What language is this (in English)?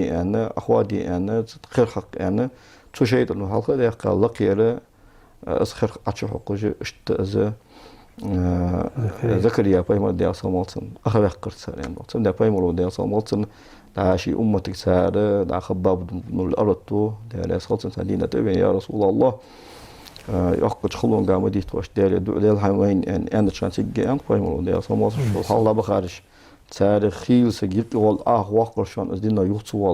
Ingush